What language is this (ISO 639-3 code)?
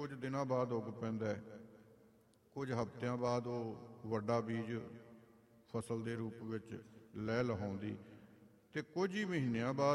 pan